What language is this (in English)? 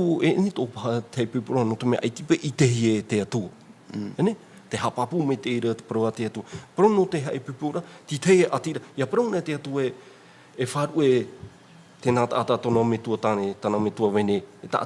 Tahitian